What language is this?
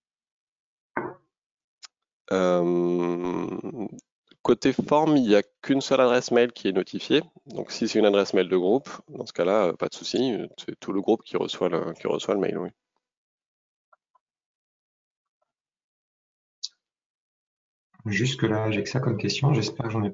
French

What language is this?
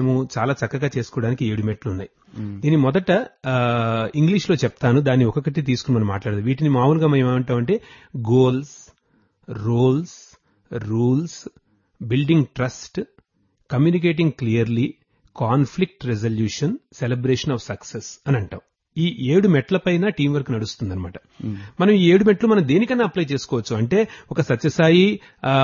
Telugu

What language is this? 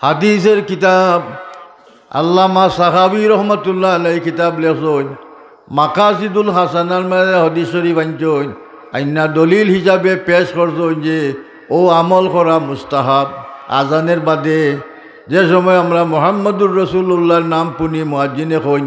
Sylheti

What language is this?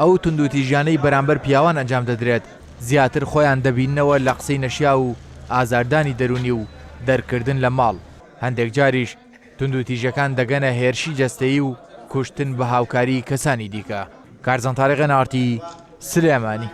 Central Kurdish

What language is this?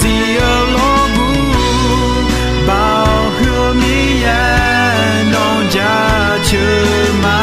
Akha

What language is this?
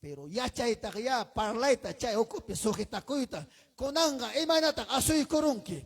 Ayacucho Quechua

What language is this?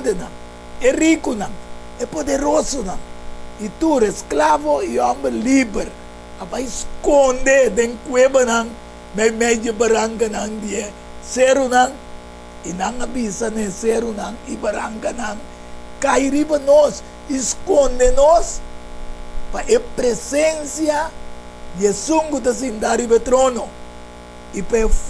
Papiamento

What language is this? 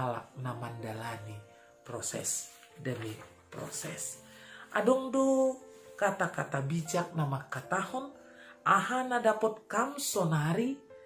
Batak Simalungun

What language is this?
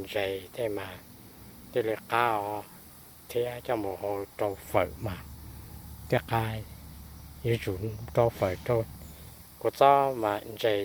Hmong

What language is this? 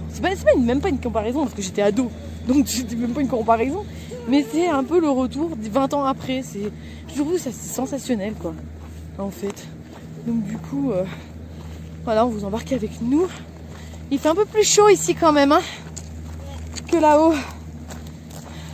French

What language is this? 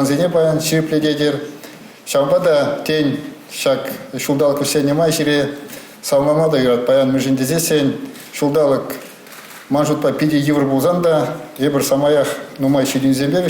Chuvash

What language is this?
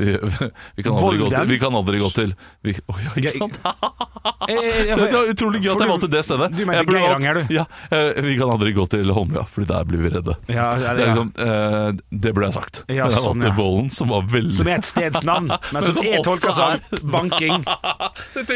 Norwegian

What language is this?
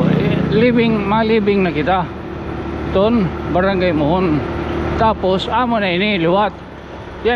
Waray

